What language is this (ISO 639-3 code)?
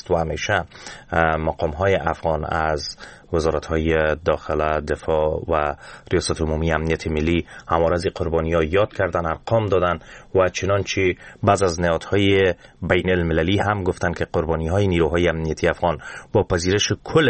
fas